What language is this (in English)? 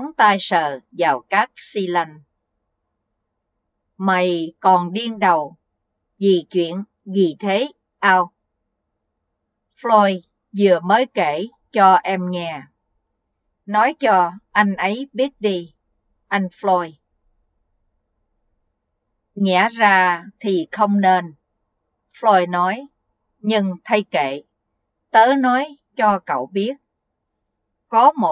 Vietnamese